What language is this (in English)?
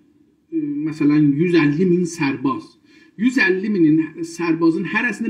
South Azerbaijani